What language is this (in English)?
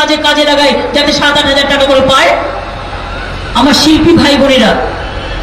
Bangla